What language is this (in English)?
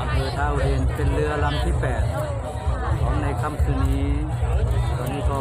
Northeastern Thai